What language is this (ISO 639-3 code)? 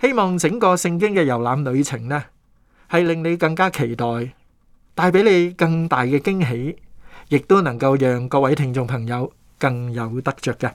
yue